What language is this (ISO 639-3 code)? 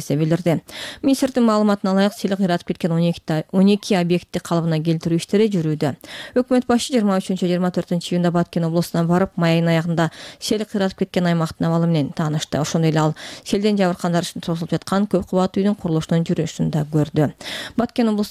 kir